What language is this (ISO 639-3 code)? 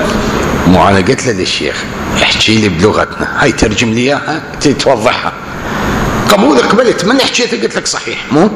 acm